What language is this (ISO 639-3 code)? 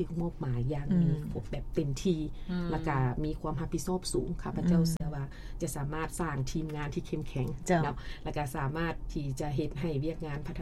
lao